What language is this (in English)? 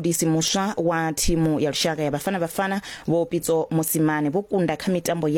Venda